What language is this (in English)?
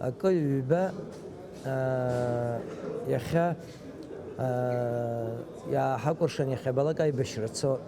Abkhazian